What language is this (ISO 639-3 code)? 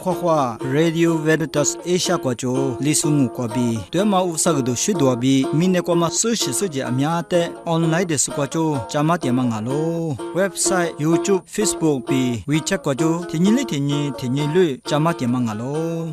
lis